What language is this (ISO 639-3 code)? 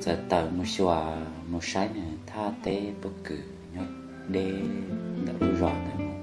hmn